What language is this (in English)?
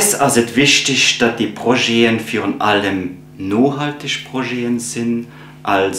Luxembourgish